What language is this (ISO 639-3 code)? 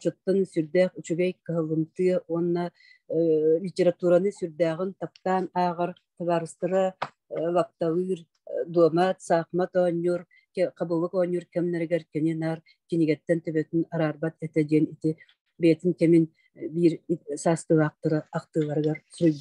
sah